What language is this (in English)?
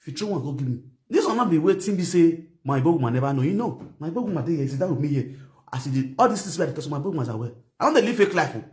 Nigerian Pidgin